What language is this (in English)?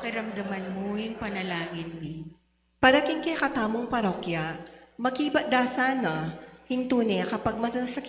Pampanga